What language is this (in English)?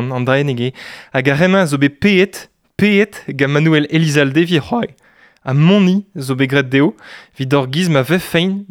Breton